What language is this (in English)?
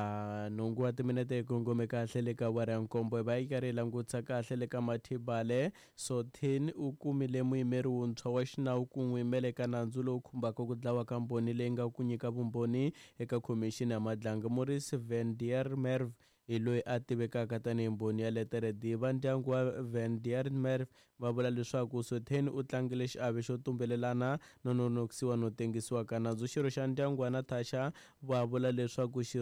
Tsonga